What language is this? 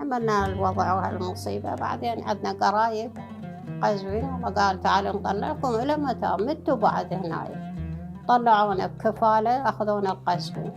Mesopotamian Arabic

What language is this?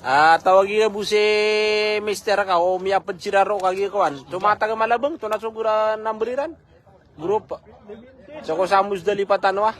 Maranao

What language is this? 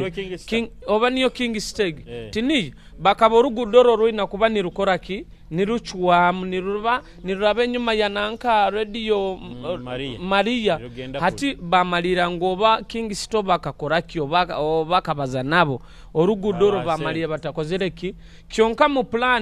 Nyoro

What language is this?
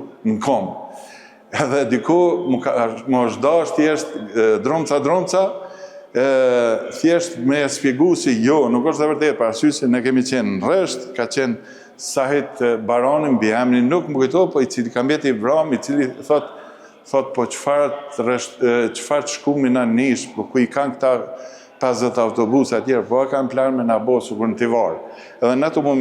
Albanian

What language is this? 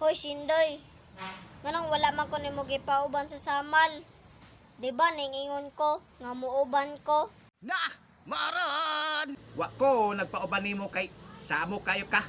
Cebuano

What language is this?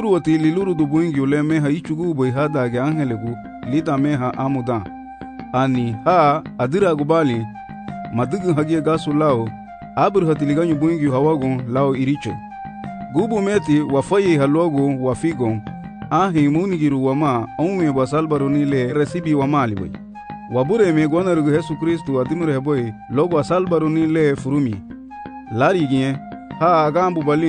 Garifuna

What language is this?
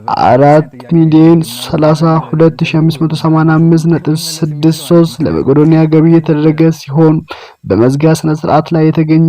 Amharic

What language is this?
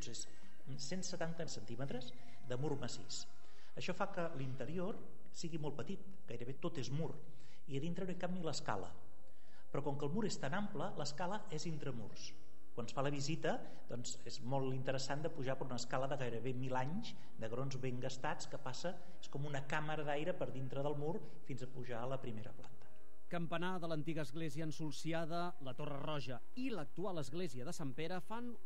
Catalan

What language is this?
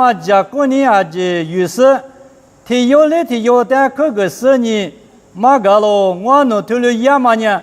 Lisu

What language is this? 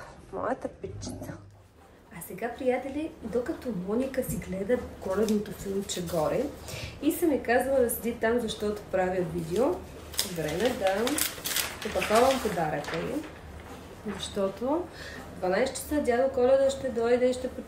Bulgarian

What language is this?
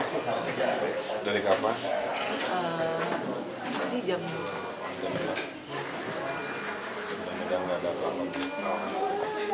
Indonesian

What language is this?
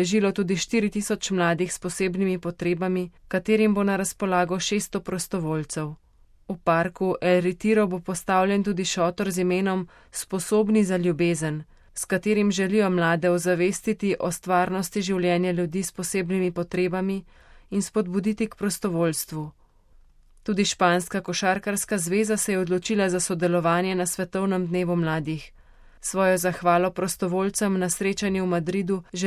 Slovenian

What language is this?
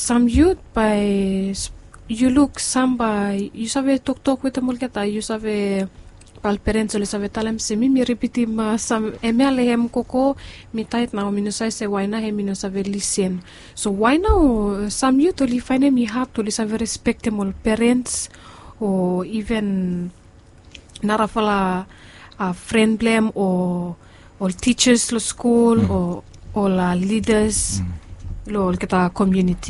Bislama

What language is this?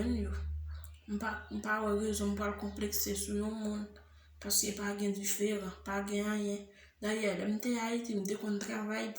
Haitian Creole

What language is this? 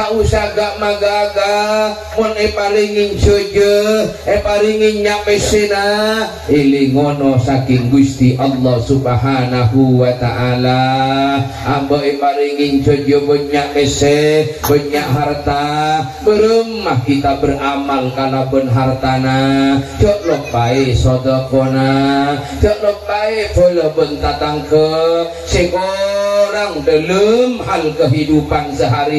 Madurese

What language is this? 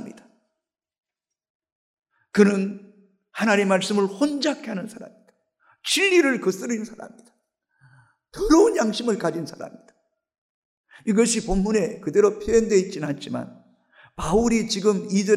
Korean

